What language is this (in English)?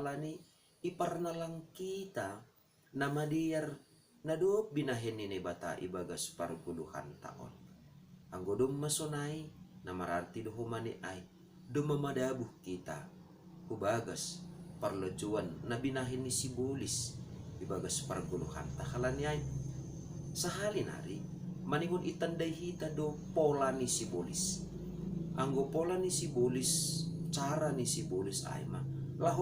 Batak Simalungun